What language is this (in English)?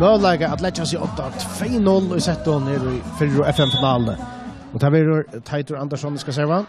Faroese